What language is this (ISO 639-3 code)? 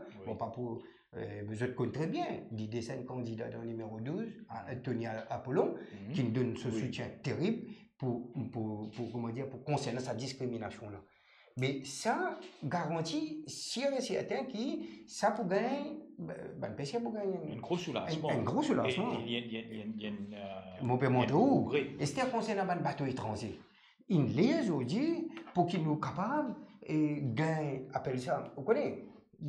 mfe